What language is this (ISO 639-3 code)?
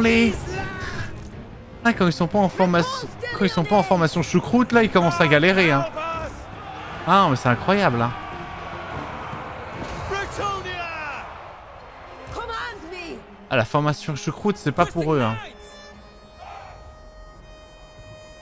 fra